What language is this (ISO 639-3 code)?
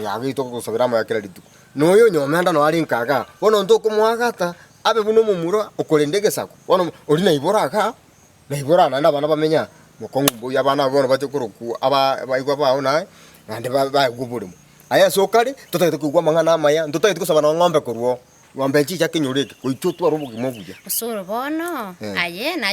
guz